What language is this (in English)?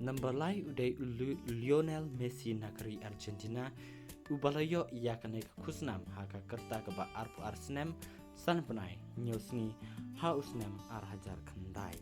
Khasi